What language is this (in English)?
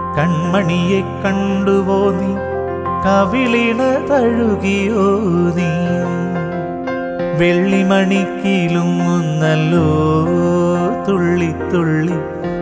Malayalam